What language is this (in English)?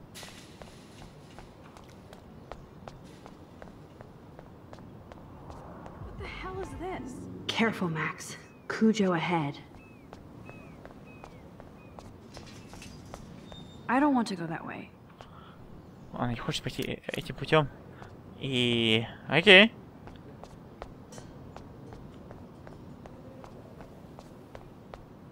Russian